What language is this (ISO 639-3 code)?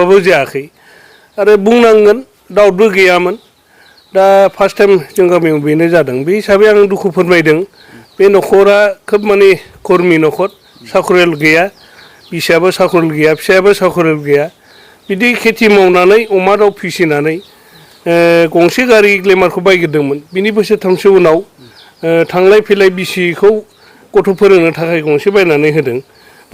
brx